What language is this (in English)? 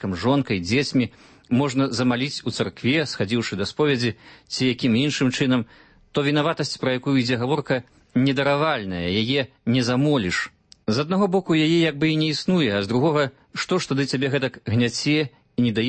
Belarusian